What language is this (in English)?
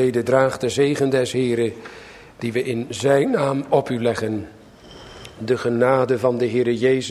Dutch